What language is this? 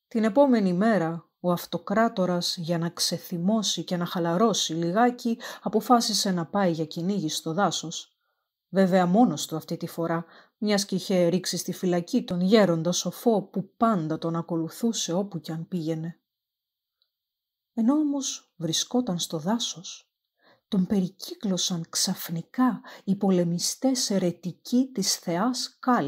Greek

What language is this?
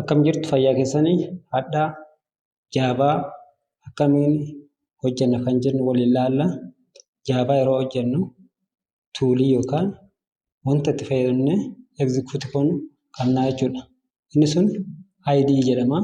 Oromo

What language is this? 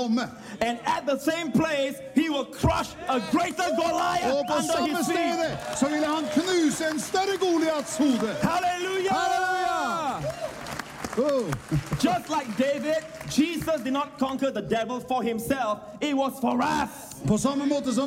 Norwegian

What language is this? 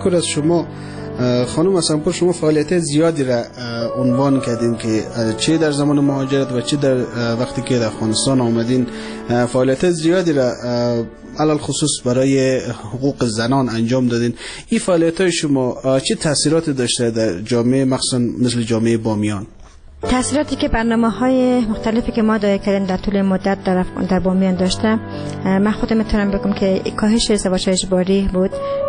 Persian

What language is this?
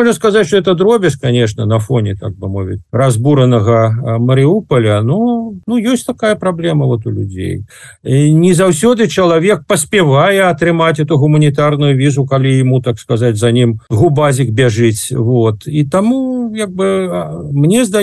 Belarusian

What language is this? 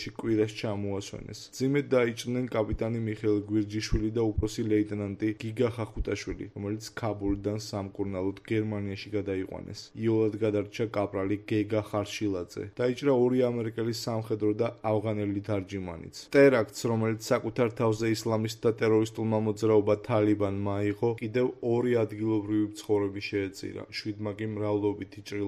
Georgian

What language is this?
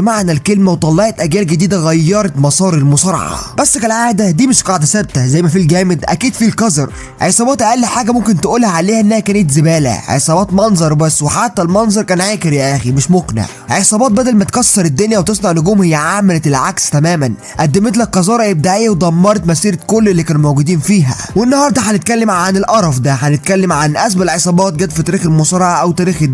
Egyptian Arabic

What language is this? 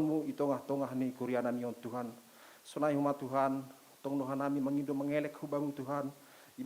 Batak Simalungun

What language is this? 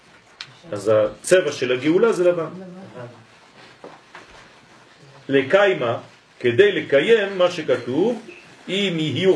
Hebrew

